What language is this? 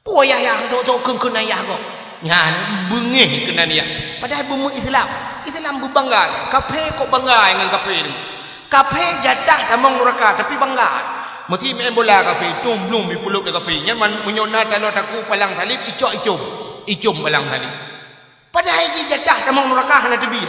Achinese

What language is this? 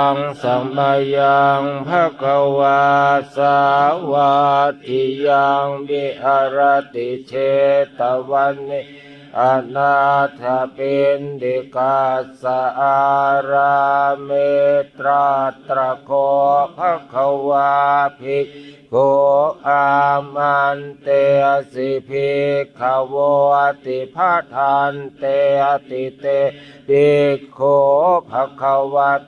Pali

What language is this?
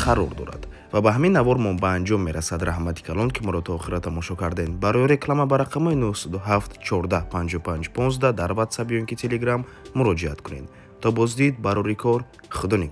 Tajik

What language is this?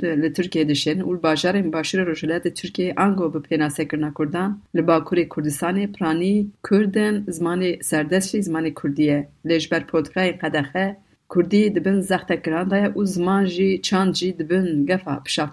Kurdish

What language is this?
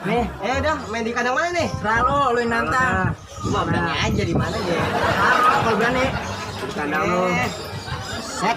Betawi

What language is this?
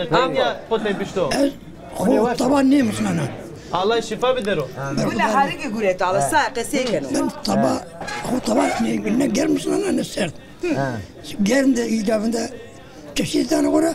Zaza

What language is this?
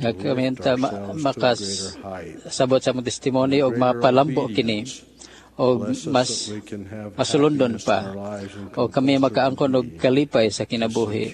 Cebuano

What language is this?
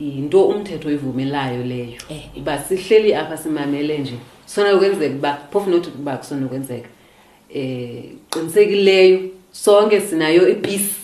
Xhosa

